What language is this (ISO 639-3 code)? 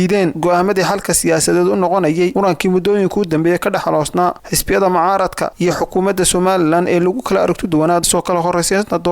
som